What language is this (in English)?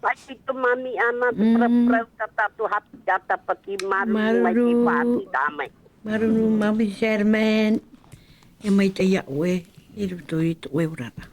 Tahitian